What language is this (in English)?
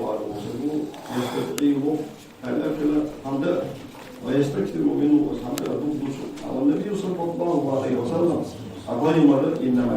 Ingush